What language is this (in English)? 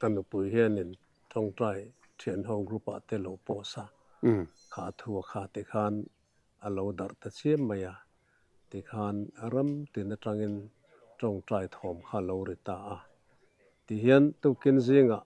Mizo